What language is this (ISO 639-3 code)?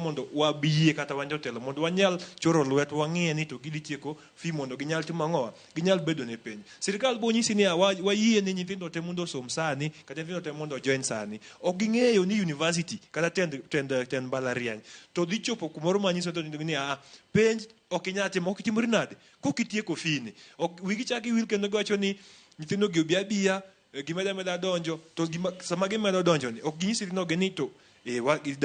luo